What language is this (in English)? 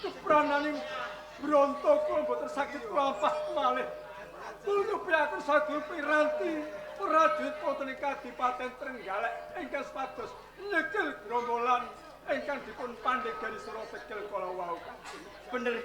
Javanese